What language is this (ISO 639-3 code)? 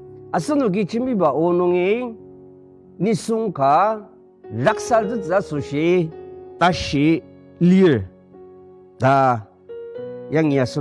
njo